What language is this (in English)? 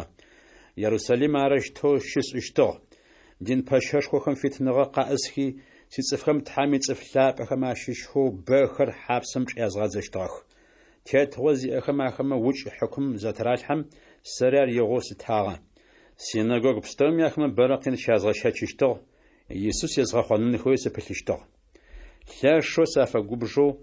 Adyghe